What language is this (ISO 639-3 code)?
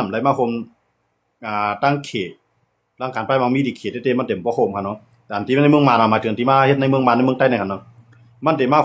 shn